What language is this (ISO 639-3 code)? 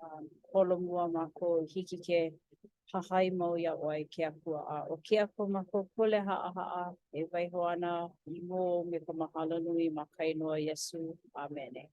haw